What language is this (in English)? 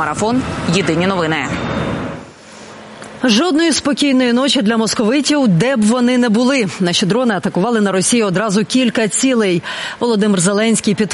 Ukrainian